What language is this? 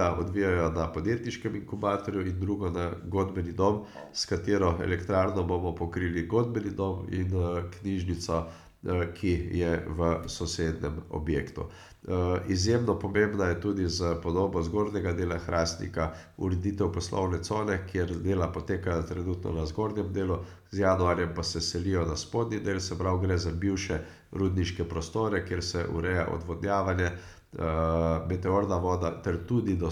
Slovenian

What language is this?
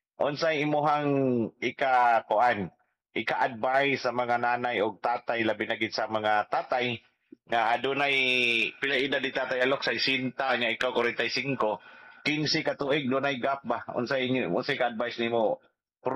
Cebuano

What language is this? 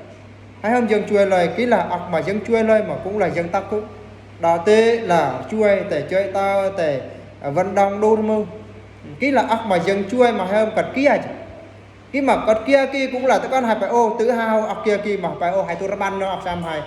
Eastern Bru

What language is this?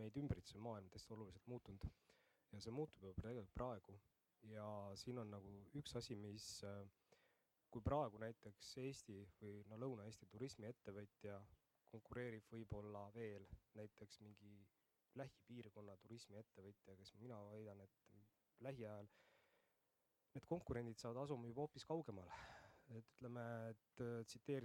Estonian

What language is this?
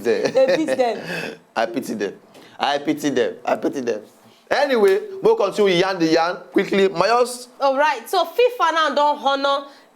Nigerian Pidgin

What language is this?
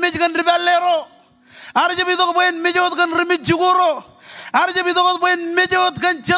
Marshallese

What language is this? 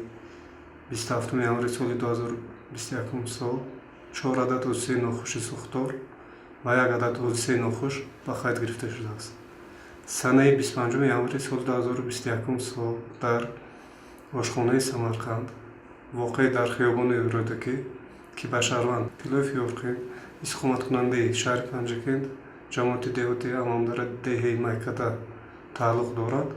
Tajik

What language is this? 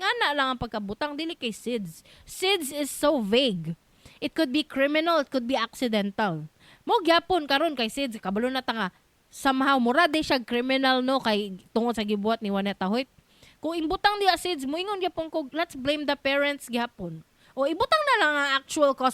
Cebuano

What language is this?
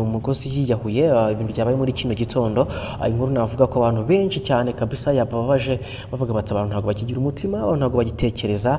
Kinyarwanda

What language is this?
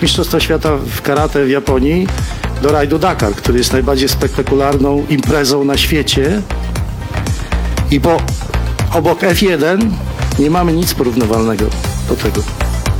Polish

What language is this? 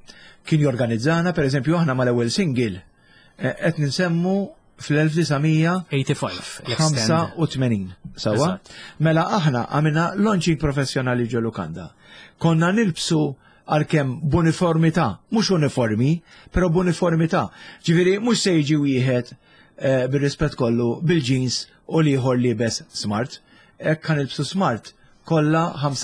Maltese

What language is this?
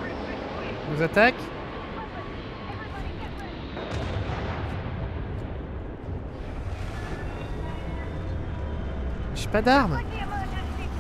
French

